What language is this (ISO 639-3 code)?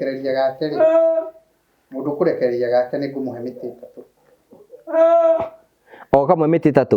kik